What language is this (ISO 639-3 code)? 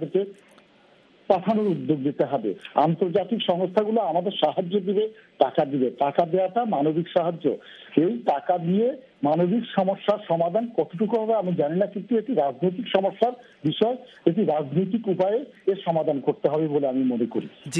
ben